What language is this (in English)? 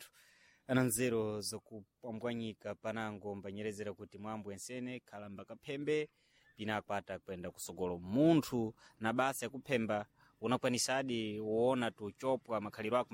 Sena